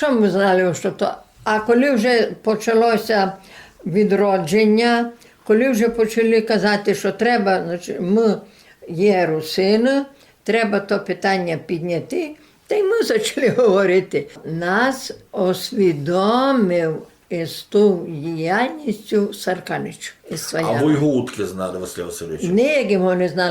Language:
Rusyn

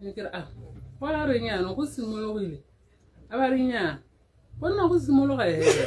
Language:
Tswana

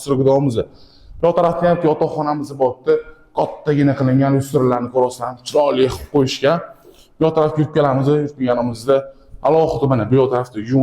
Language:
Uzbek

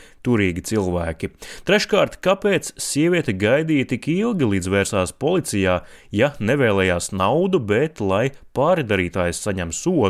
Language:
Latvian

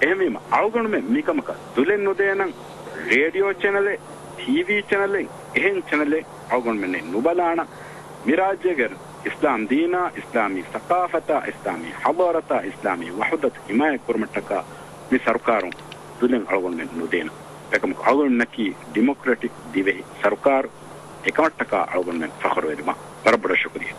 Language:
Divehi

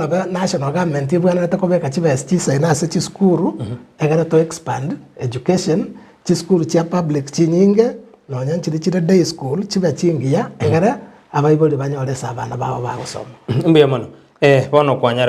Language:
Gusii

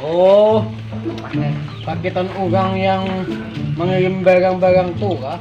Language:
Banjar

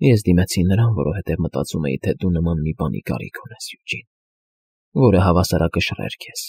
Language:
Armenian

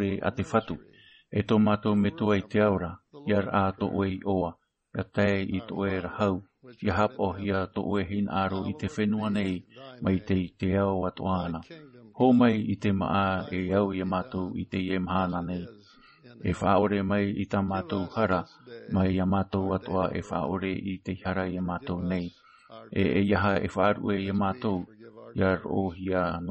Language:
Tahitian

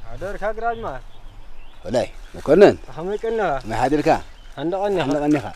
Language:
Tigrinya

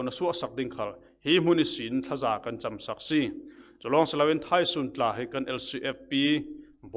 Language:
Falam Chin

